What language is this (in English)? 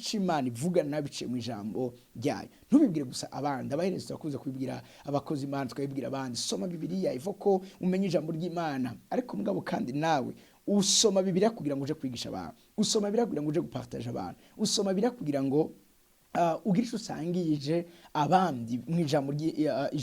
Rundi